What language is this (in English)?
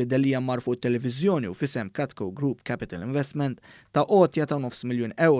Maltese